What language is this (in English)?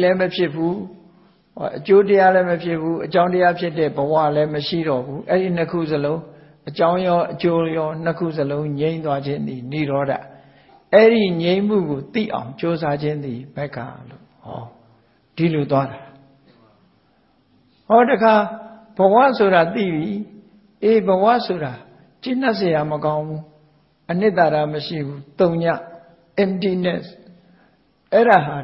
Burmese